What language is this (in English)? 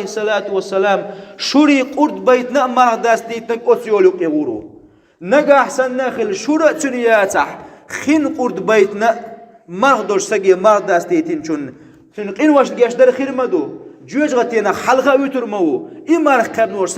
Chechen